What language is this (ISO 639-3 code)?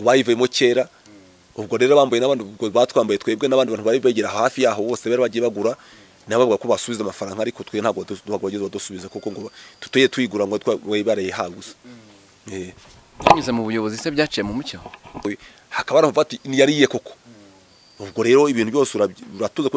kin